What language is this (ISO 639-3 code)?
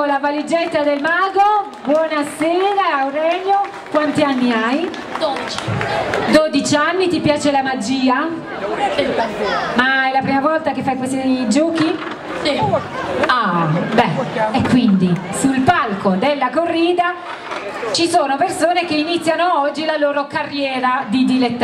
ita